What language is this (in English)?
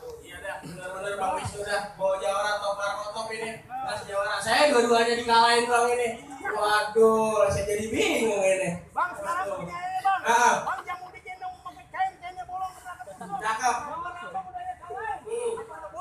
Betawi